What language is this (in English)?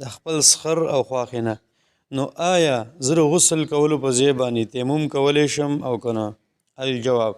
Pashto